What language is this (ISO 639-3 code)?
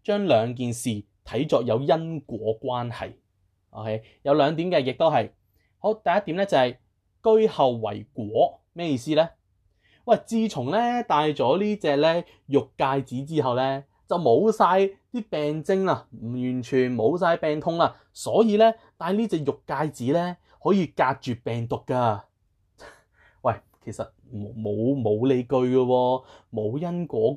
yue